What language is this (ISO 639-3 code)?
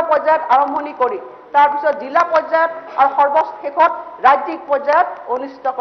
asm